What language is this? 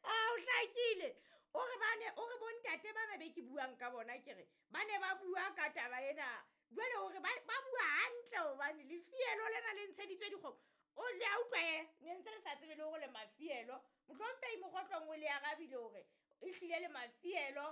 Southern Sotho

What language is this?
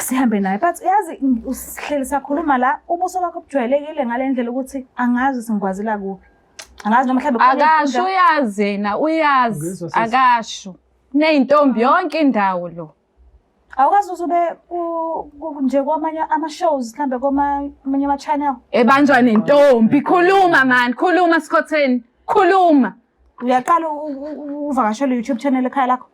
Zulu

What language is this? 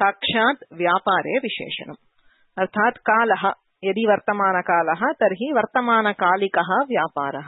Sanskrit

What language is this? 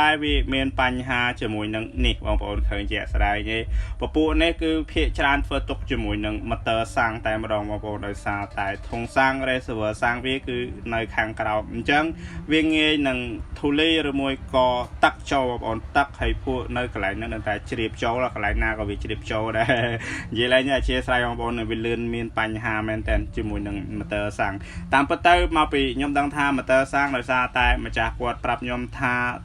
Khmer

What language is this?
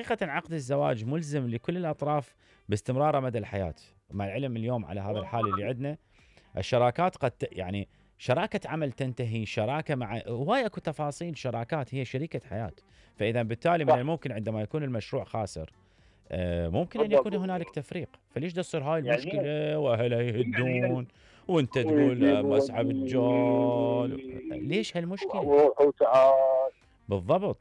Mesopotamian Arabic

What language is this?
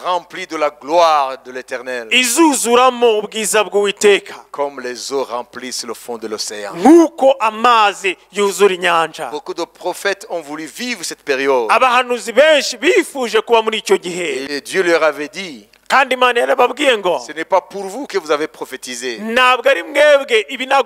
Kinyarwanda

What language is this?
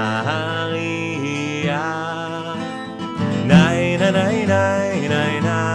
Hebrew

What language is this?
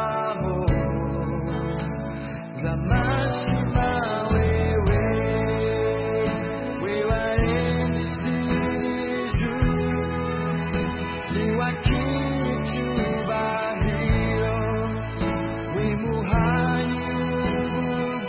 Kinyarwanda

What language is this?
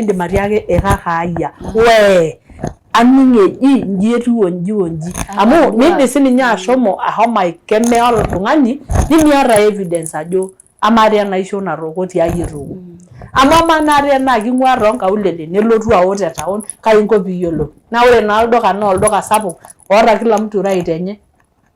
Masai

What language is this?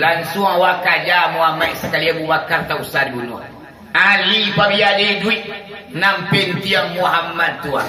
Minangkabau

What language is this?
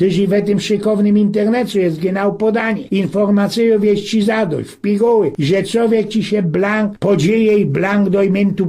Silesian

